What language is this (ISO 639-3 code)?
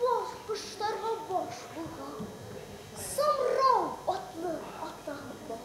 bak